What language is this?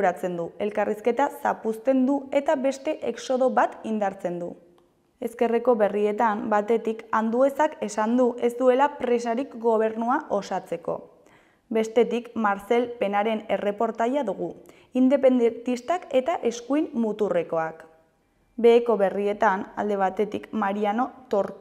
Basque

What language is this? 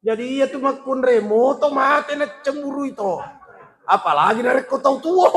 Buginese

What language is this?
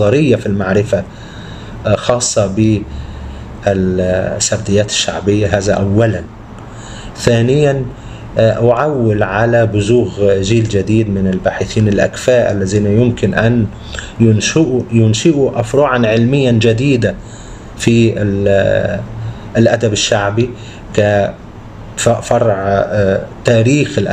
Arabic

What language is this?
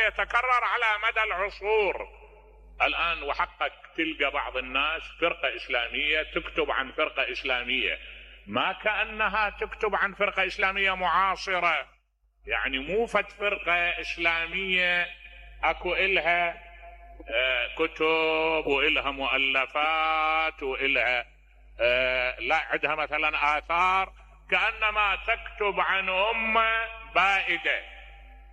Mesopotamian Arabic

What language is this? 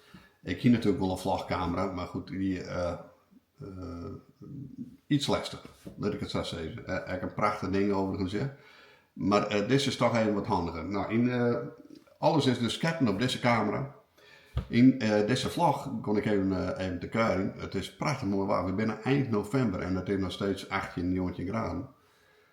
Western Frisian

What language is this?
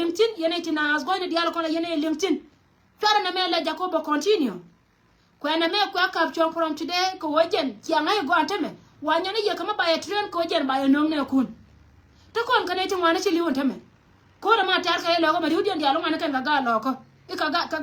Nuer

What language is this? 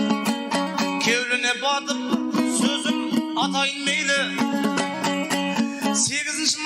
Kazakh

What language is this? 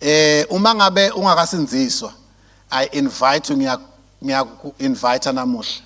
Swati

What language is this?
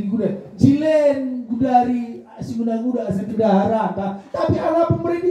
Batak Karo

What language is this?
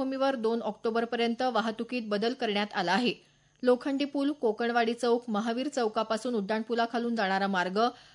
Marathi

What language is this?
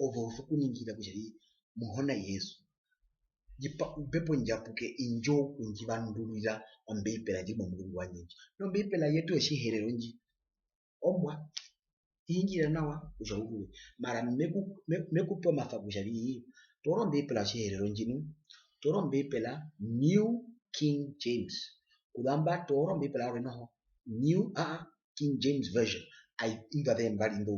Herero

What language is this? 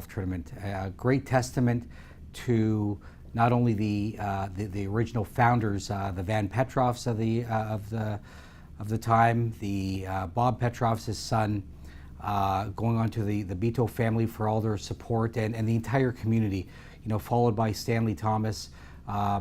English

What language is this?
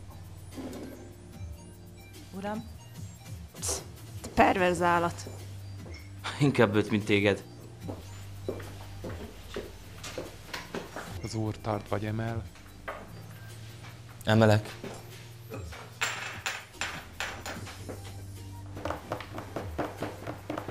Hungarian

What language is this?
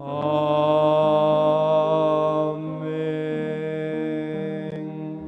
South Bolivian Quechua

